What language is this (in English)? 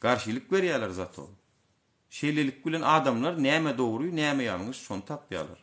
Turkmen